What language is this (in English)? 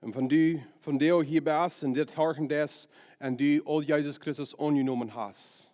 Plautdietsch